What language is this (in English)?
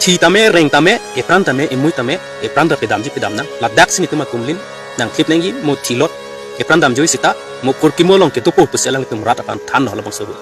Karbi